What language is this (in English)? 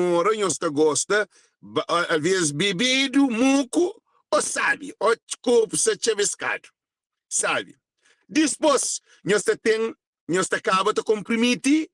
Kabuverdianu